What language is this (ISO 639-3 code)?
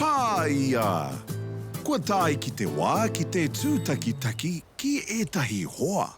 mri